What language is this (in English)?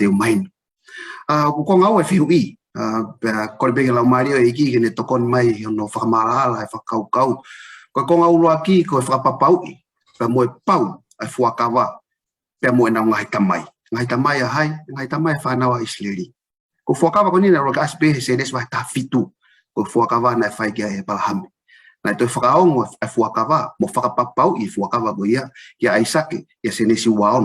Tongan